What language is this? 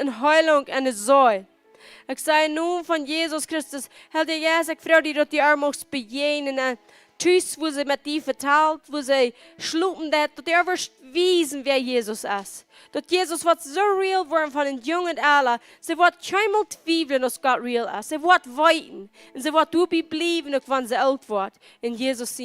Plautdietsch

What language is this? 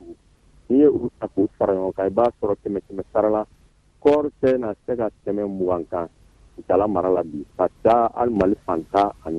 Bambara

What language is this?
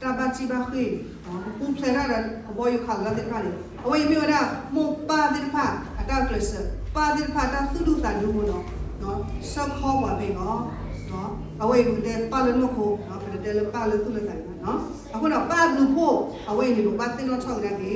S'gaw Karen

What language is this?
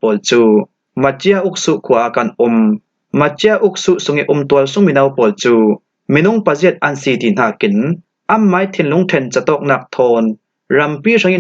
Falam Chin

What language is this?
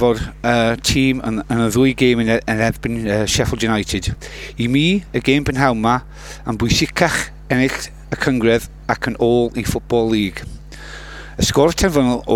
Welsh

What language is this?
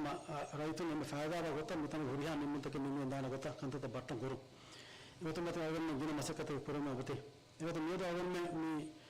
Divehi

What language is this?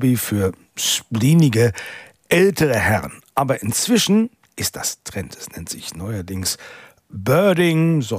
German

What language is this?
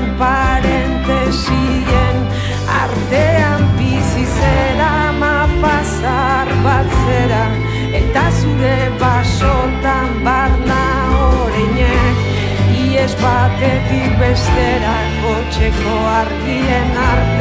Basque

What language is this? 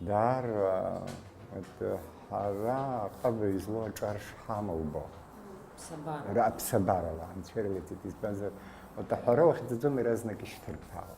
Abkhazian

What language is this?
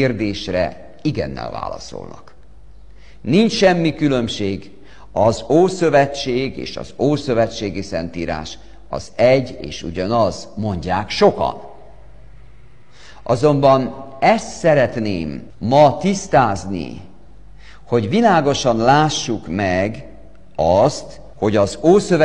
Hungarian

